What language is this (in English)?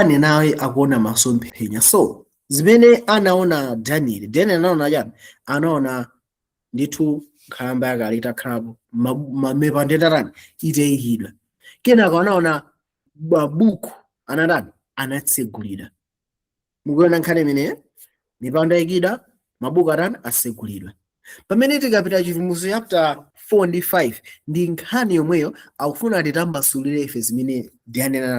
Nyanja